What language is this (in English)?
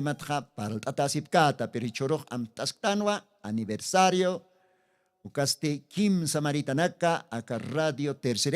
Aymara